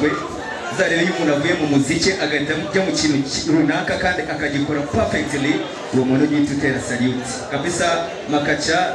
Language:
Kinyarwanda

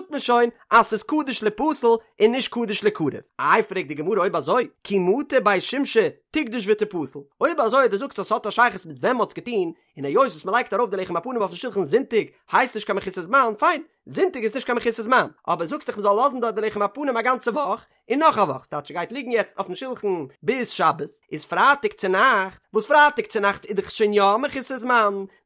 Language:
Yiddish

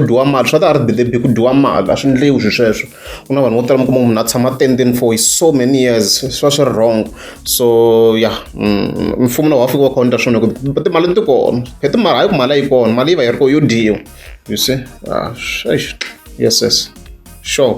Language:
Tsonga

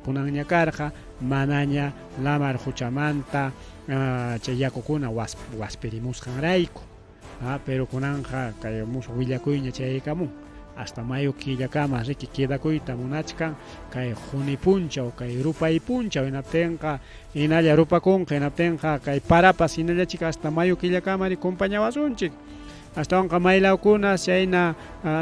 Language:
Ayacucho Quechua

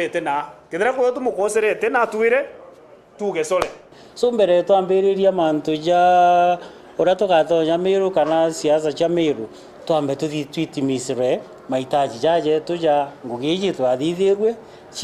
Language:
Meru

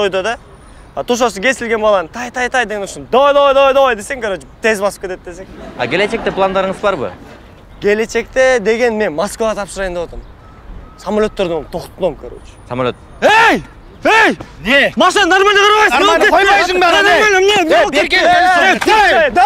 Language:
Kyrgyz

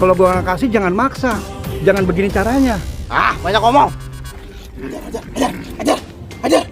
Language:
Betawi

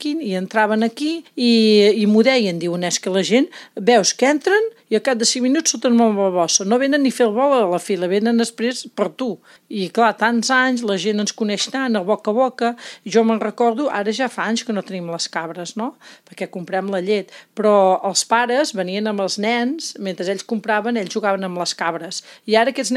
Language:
Catalan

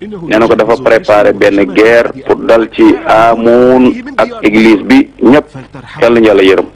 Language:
Wolof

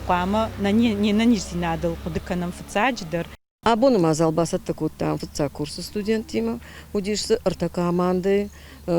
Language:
Ossetic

